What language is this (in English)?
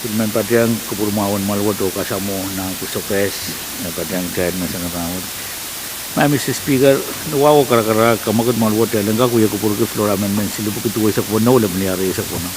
Pohnpeian